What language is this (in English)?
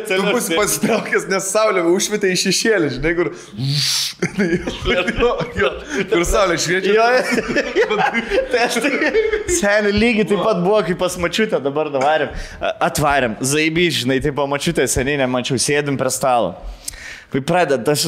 Lithuanian